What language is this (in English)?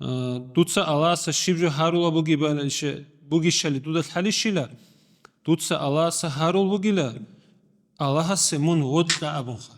Avaric